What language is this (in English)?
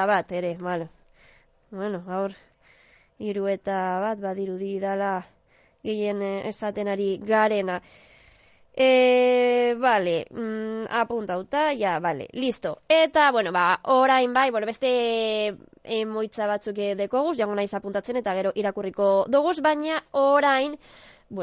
Basque